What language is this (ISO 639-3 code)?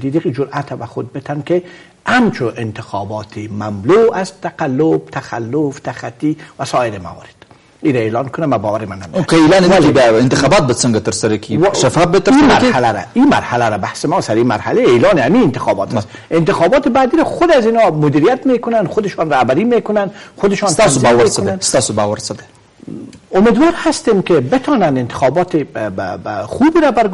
fas